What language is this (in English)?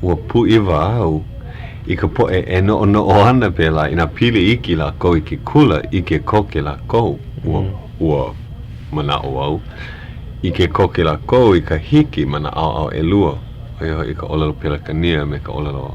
Hawaiian